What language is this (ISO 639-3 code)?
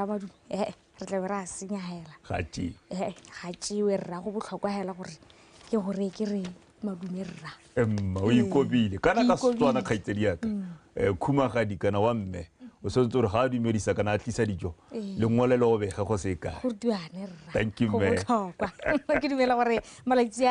tsn